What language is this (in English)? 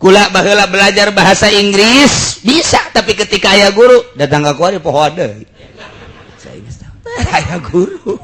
Sundanese